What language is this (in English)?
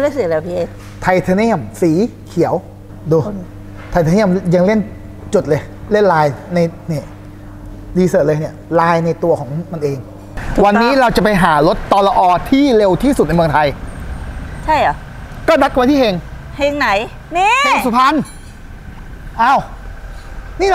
Thai